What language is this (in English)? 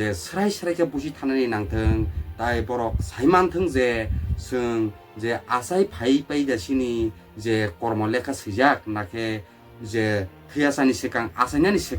Kok Borok